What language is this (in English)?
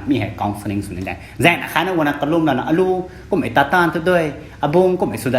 Rongmei Naga